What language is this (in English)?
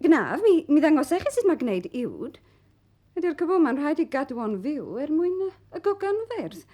Welsh